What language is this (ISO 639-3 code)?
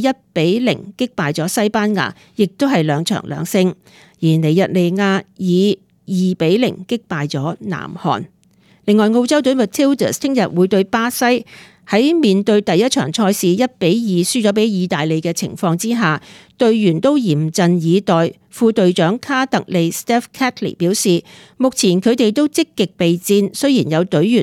yue